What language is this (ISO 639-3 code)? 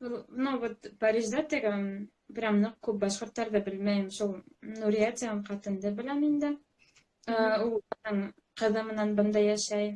bak